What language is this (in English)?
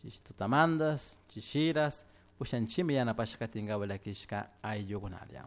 Chimborazo Highland Quichua